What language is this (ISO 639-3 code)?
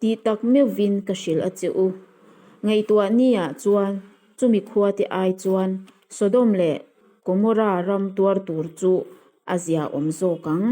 lus